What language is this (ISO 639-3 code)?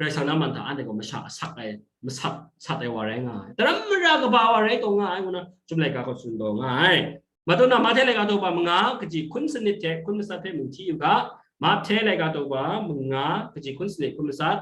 kac